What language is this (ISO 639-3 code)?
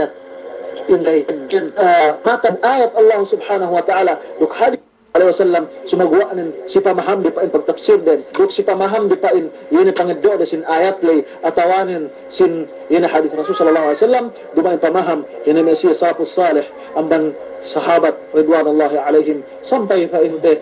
yka